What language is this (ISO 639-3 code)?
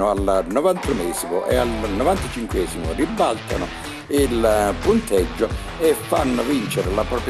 ita